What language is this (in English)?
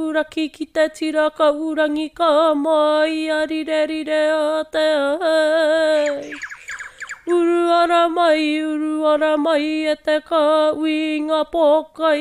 Māori